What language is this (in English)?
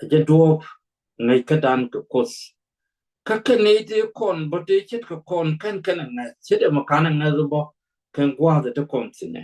Nuer